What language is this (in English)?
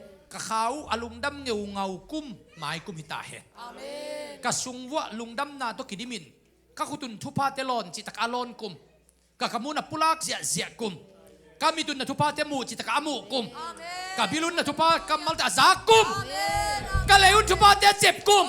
Tedim Chin